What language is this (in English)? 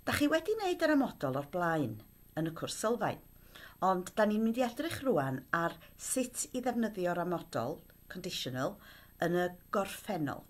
Welsh